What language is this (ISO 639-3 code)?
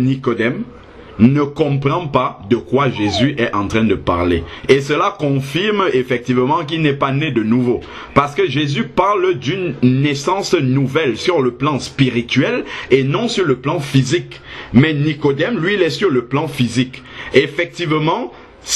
fra